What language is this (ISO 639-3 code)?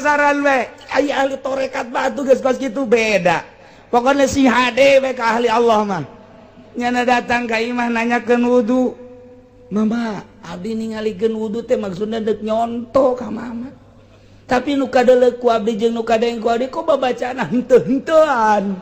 sun